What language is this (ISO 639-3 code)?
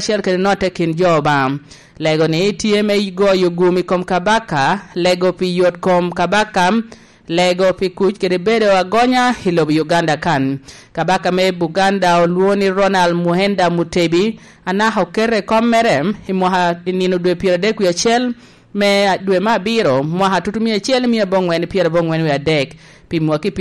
laj